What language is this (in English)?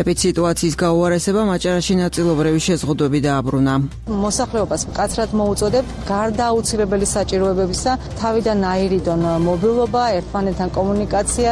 Georgian